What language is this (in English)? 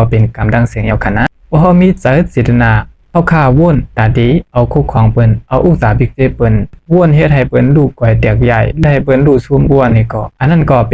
Shan